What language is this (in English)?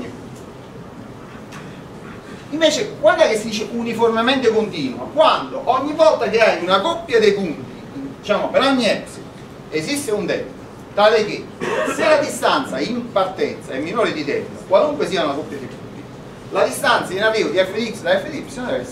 Italian